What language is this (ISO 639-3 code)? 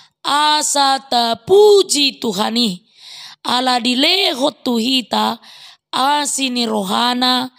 bbc